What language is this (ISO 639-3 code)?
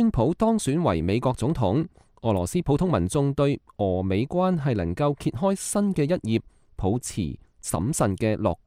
yue